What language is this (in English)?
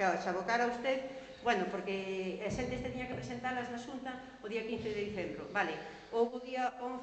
Galician